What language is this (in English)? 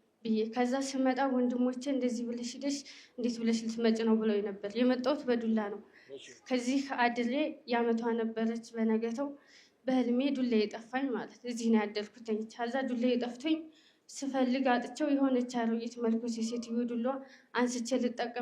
Amharic